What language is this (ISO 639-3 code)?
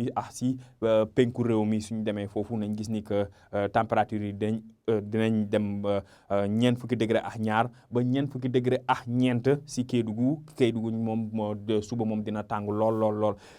wol